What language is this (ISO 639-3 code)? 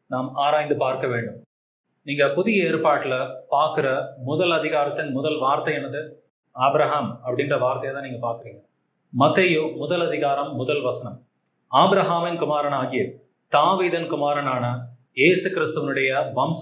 tam